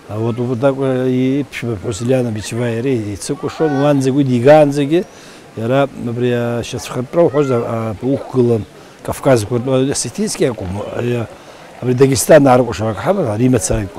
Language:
Abkhazian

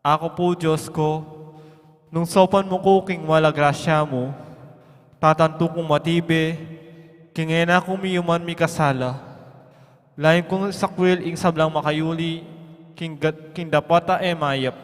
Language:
Pampanga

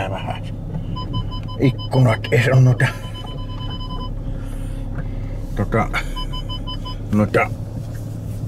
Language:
Finnish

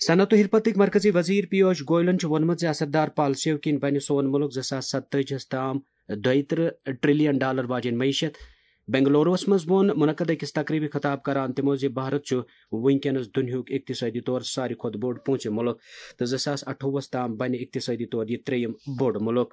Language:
Kashmiri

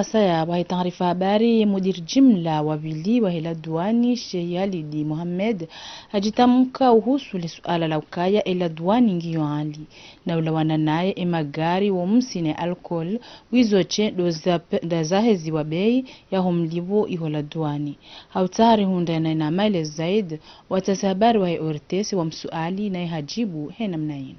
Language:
Ngazidja Comorian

